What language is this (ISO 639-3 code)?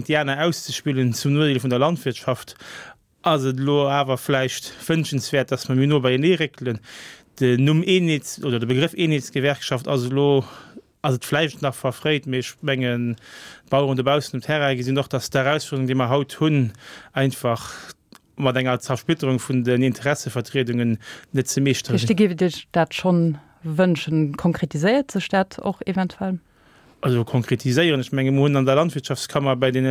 ltz